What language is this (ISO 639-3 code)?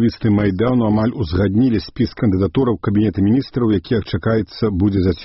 bel